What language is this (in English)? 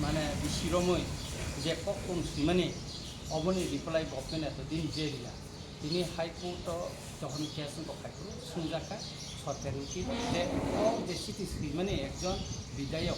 Kok Borok